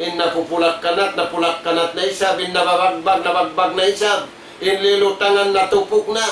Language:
Tausug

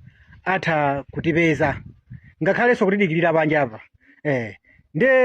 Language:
Nyanja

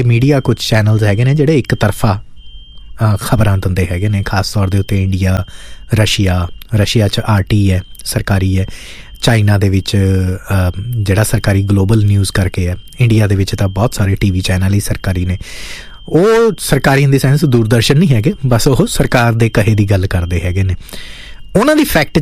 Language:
Punjabi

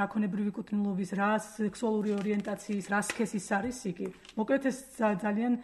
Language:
Georgian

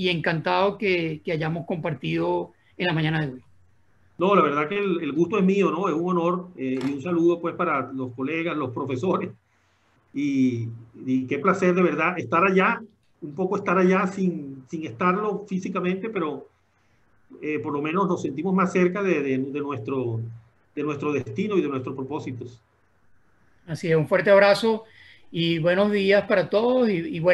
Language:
Spanish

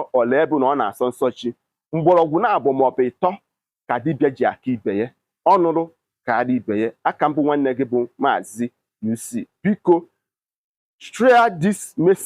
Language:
Igbo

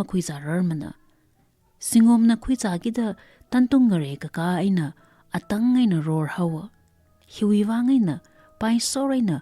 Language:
Tangkhul Naga (India)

